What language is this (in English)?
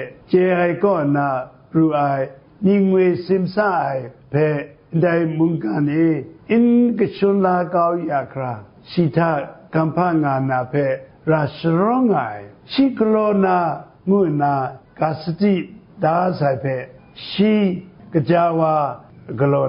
Kachin